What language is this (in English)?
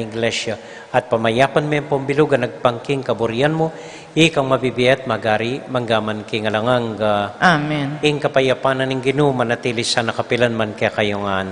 Pampanga